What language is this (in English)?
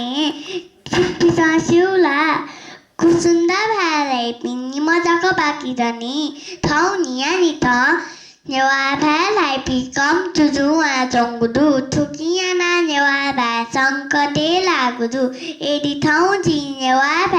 Newari